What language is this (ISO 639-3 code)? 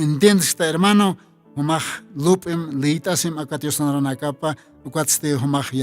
aym